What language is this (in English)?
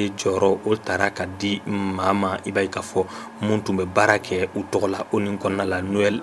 Bambara